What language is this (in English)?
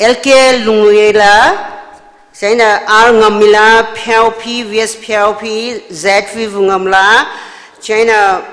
Tangkhul Naga (India)